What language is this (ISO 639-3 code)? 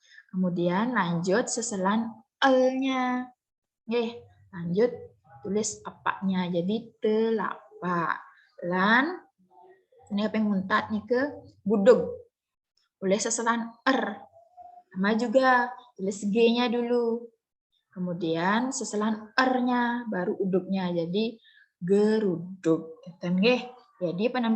ban